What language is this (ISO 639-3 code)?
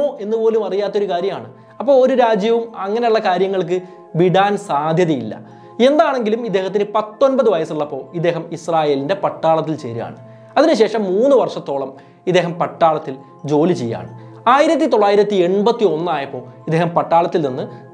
mal